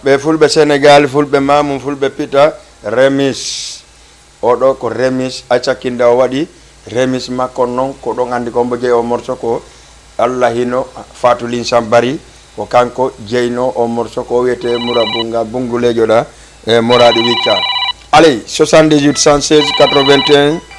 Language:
Fula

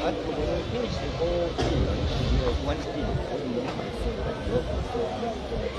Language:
Nyanja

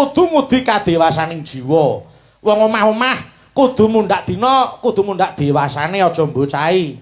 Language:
Javanese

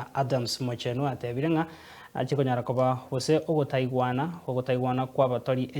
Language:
Gusii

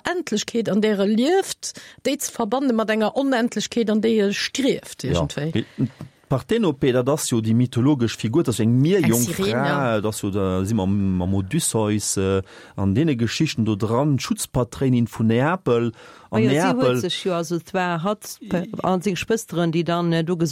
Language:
Luxembourgish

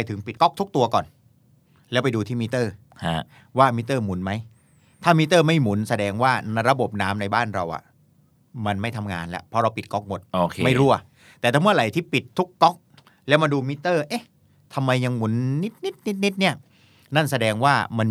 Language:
Thai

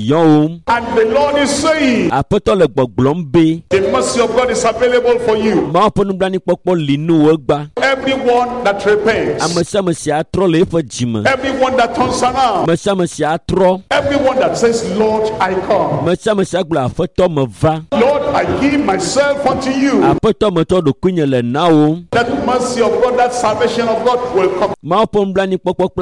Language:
Ewe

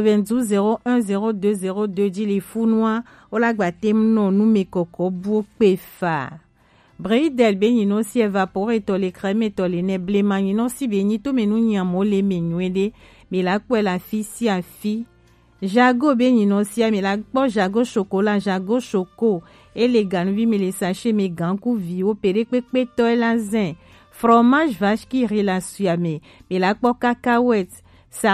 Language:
Gen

